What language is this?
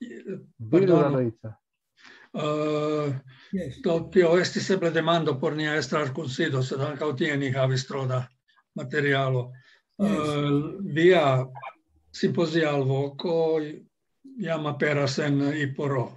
Esperanto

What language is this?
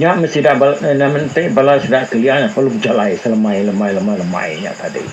Iban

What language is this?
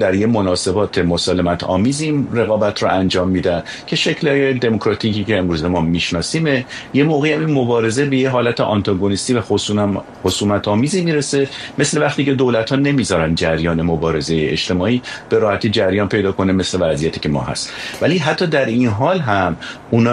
Persian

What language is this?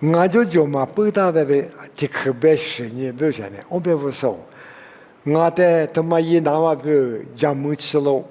Lisu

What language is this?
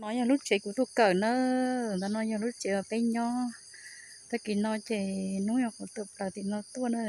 Hmong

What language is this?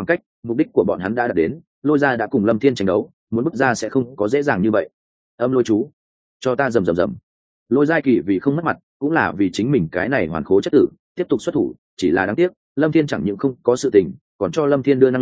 Vietnamese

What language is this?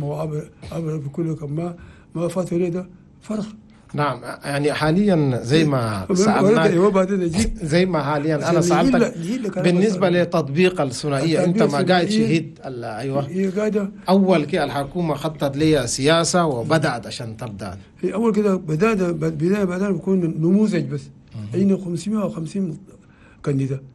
Chadian Arabic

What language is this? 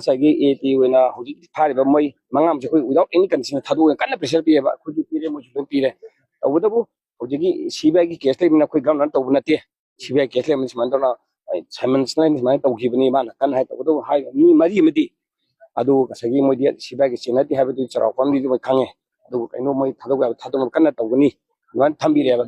Manipuri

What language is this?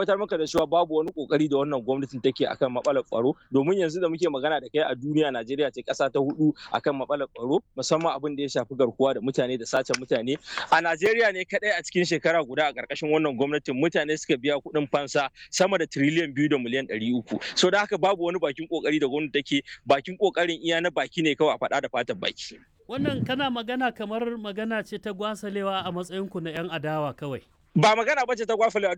Hausa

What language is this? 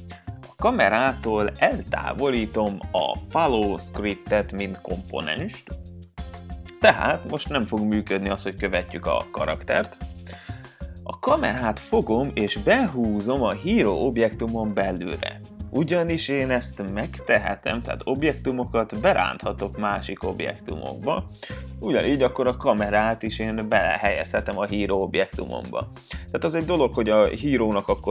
Hungarian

